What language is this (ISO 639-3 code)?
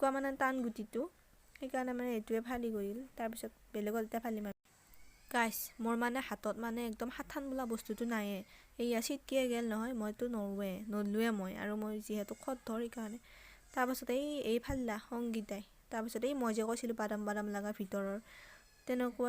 asm